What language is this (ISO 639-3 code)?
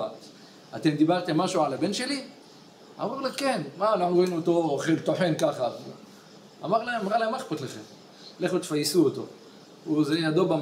heb